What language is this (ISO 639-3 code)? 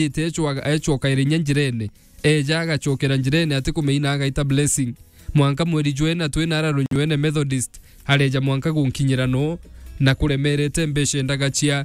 mer